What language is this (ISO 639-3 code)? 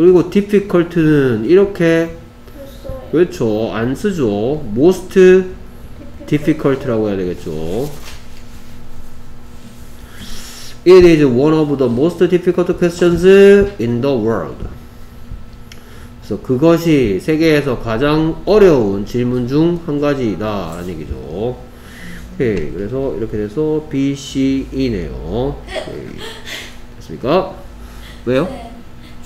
kor